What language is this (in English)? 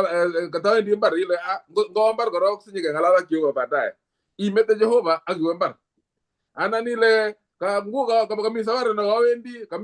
Kalenjin